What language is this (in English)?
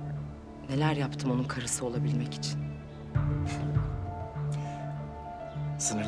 Turkish